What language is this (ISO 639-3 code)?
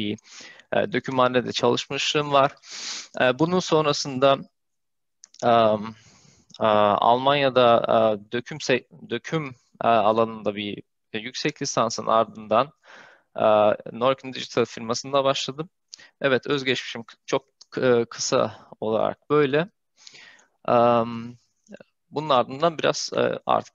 tur